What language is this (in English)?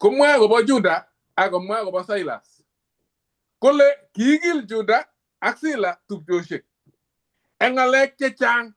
Kalenjin